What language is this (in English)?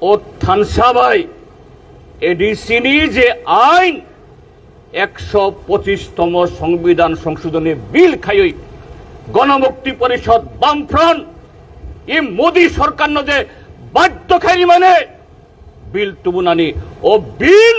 Kok Borok